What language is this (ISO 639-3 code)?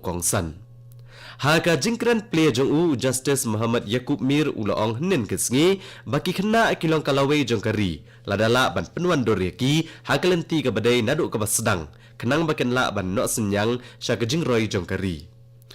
kha